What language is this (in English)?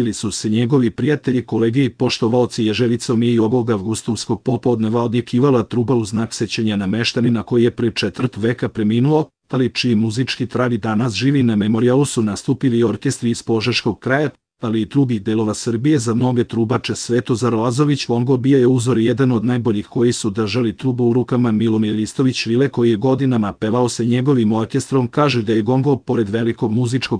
Serbian